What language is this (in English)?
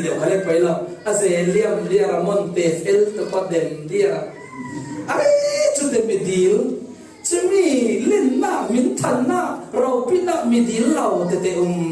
Falam Chin